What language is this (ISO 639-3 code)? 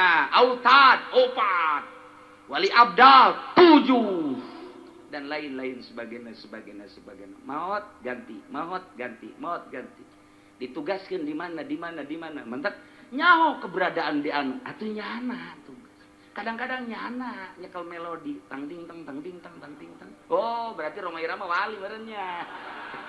sun